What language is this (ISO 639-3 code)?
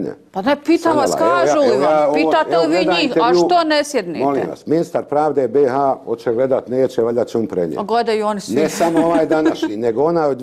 bos